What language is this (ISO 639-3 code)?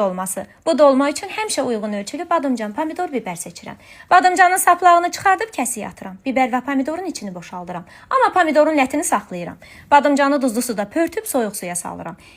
aze